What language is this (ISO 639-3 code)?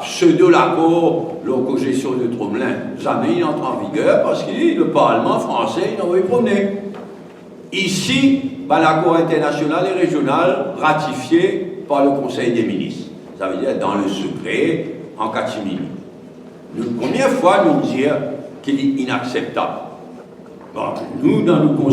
mfe